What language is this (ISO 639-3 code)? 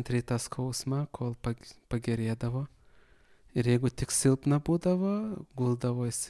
lit